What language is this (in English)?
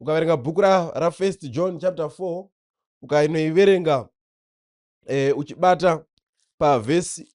Shona